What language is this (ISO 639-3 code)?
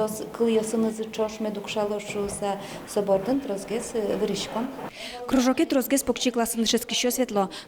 udm